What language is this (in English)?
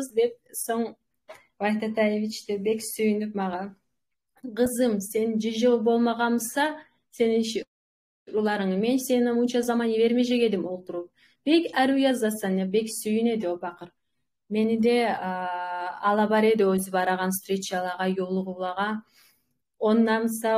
Kumyk